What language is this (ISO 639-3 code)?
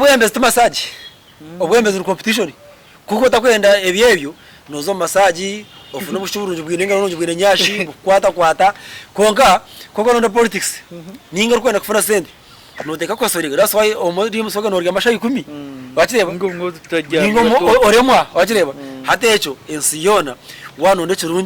nyn